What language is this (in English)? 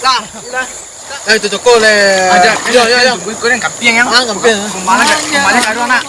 Minangkabau